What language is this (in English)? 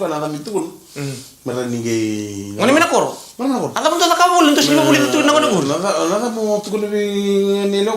Fijian